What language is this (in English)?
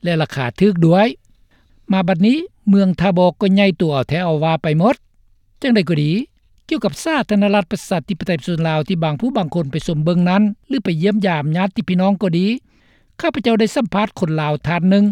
Lao